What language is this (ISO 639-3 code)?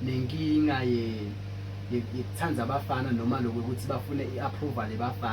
zul